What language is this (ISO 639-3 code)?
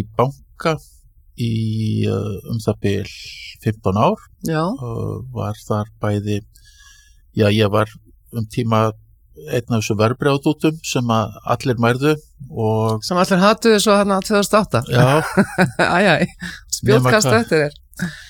isl